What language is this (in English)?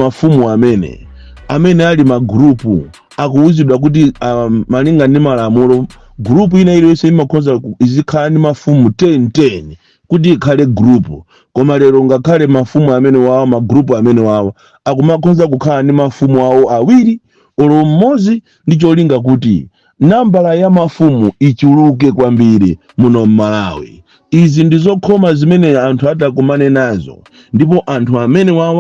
Nyanja